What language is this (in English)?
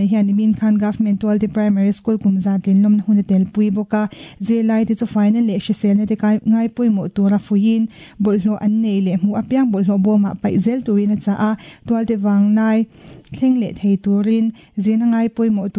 Mizo